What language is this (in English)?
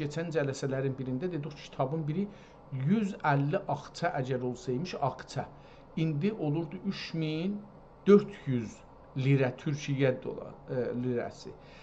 South Azerbaijani